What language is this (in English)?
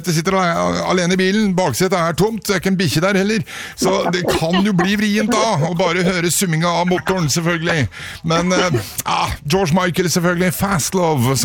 Norwegian